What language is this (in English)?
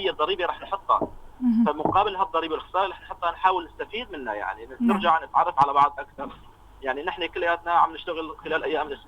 North Levantine Arabic